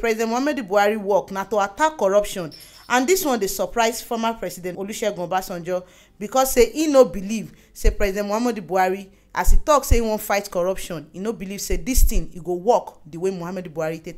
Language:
Nigerian Pidgin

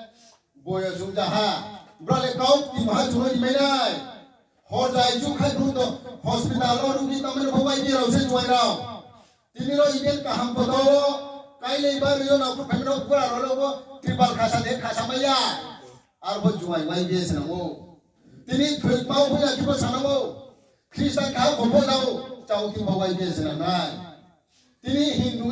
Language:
Riang (India)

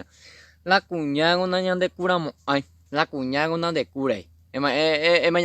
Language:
Guarani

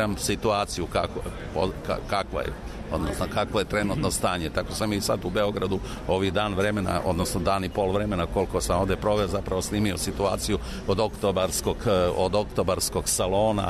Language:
Serbian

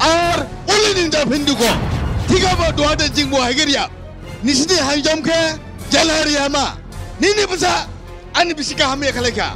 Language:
Dimasa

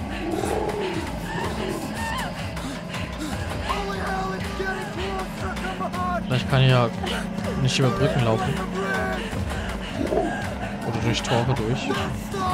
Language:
German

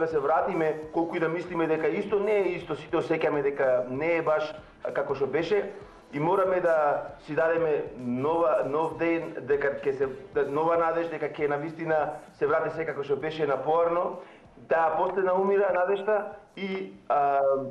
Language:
Macedonian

